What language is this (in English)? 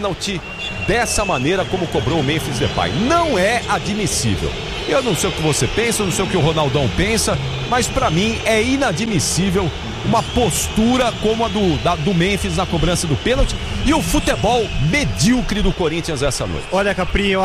Portuguese